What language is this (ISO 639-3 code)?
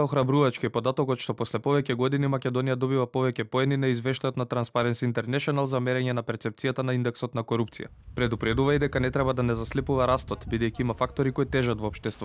mkd